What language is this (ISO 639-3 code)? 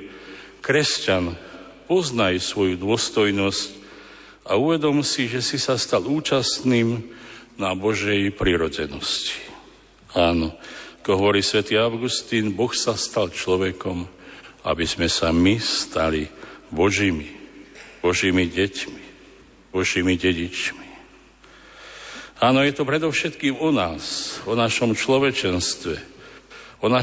slk